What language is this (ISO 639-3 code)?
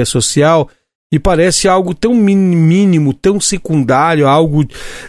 por